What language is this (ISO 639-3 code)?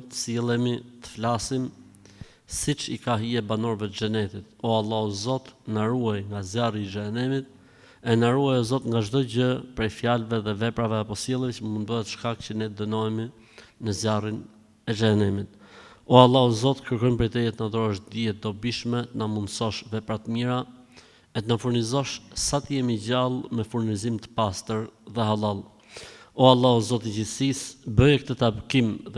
sqi